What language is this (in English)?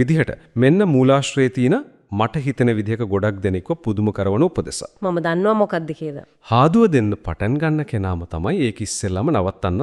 Sinhala